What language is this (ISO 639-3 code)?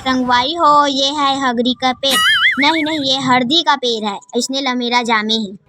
hne